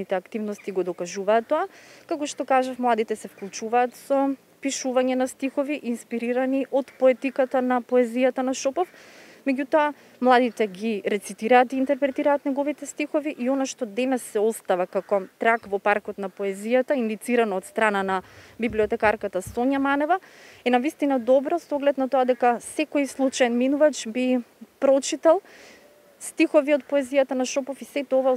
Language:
Macedonian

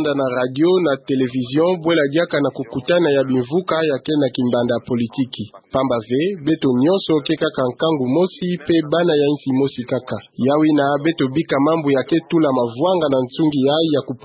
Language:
Kituba (Democratic Republic of Congo)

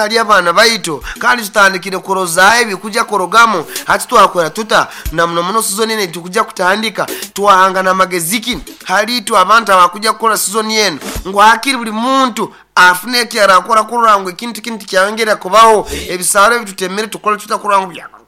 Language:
Nyoro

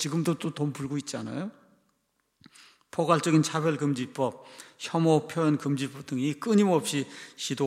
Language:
Korean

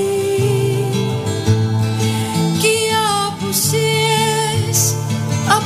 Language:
Greek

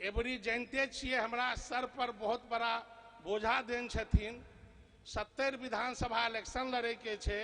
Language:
Maithili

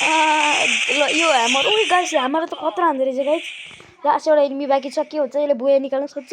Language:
Nepali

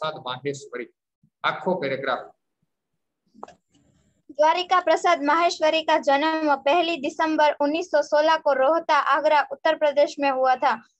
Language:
Gujarati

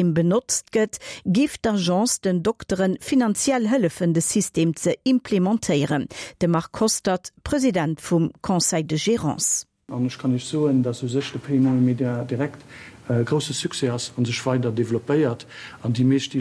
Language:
Luxembourgish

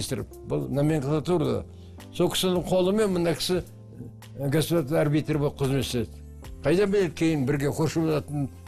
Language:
Kazakh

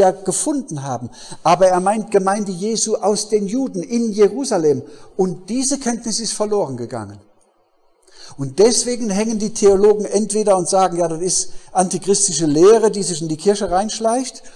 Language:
German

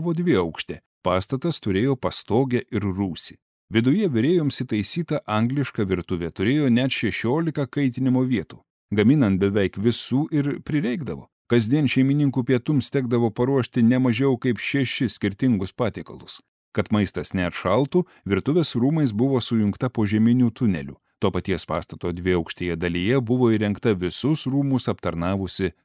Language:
Lithuanian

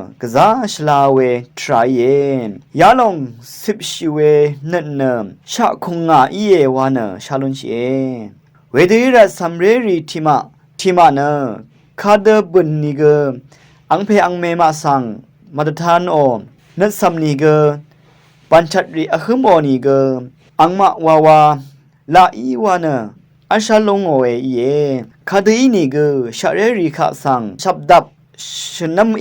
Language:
Rawang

